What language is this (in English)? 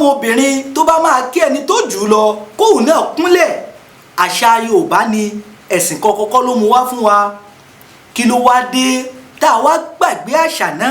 Yoruba